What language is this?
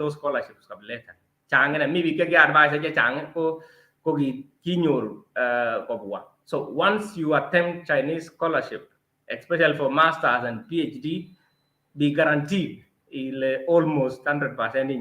Kalenjin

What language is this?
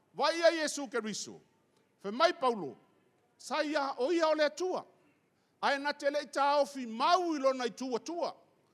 Samoan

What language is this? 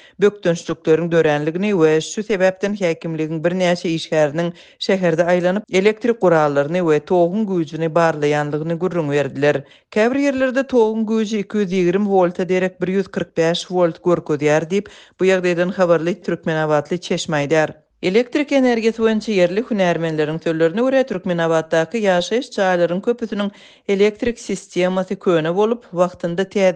Kyrgyz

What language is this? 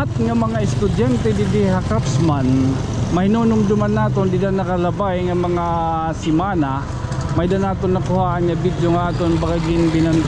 Waray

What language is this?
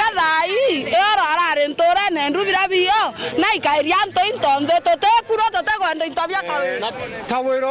Meru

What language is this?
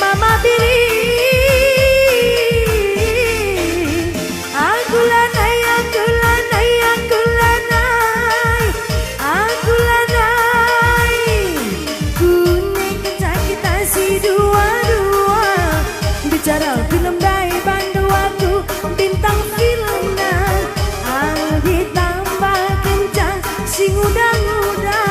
Batak Karo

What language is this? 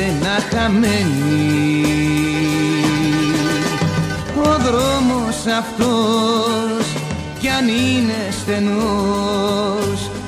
Greek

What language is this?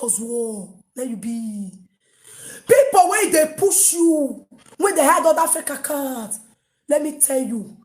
Nigerian Pidgin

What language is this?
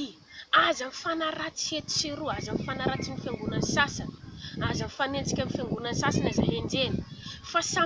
Malagasy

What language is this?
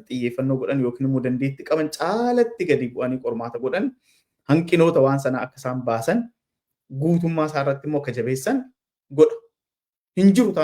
Oromo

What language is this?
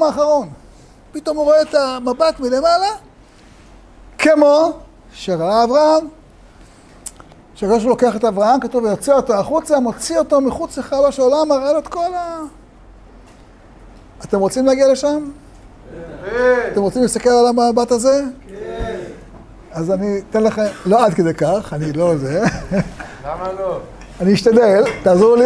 Hebrew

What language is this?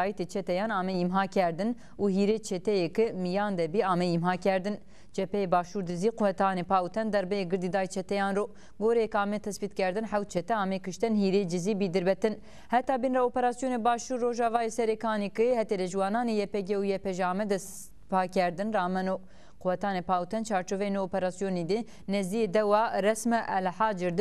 Zaza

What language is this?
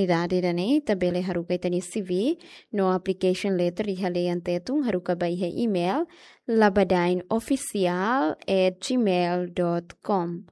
Tetum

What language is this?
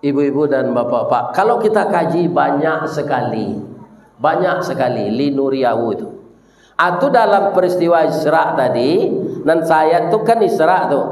Minangkabau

